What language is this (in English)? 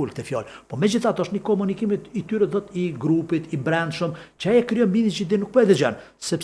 Albanian